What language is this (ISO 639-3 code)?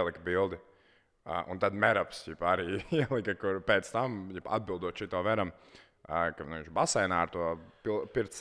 lav